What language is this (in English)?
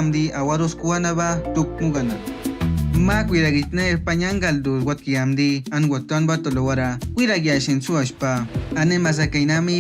Awa-Cuaiquer